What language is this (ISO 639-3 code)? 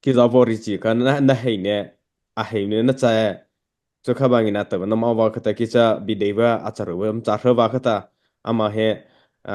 mrh